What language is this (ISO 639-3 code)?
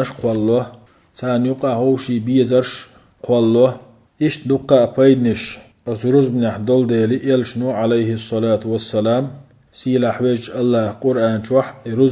che